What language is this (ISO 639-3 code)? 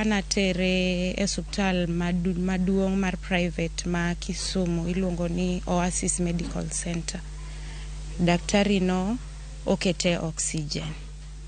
luo